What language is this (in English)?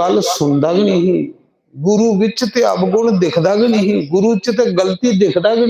Dogri